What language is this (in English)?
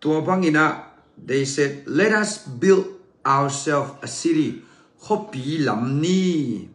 Tedim Chin